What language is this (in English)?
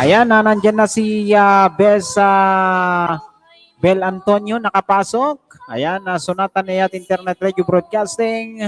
Iloko